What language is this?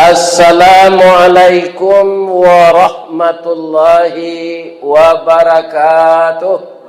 Minangkabau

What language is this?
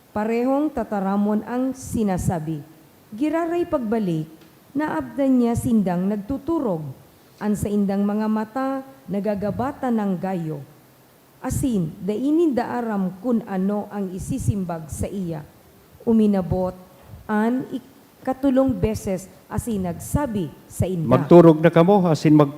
Bikol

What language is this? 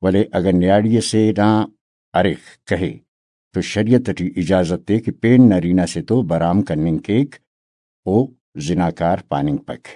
Brahui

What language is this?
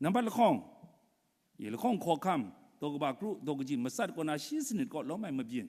Kachin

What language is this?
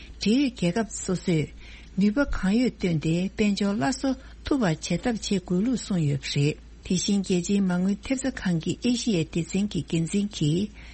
Tibetan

